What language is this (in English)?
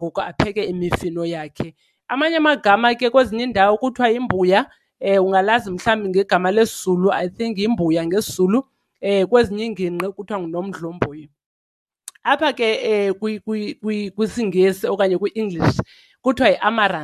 Xhosa